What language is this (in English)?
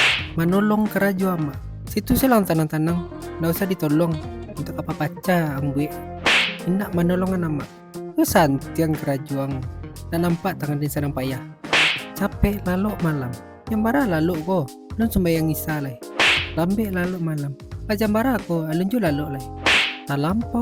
Minangkabau